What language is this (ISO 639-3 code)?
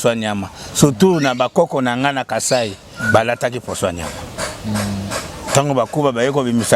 lin